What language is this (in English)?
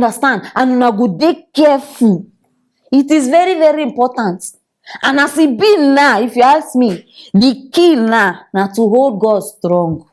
Nigerian Pidgin